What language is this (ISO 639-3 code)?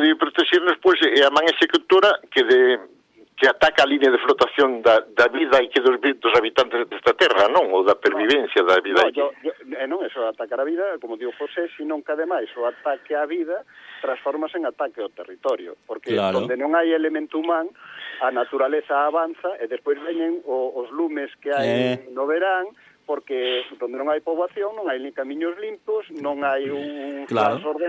glg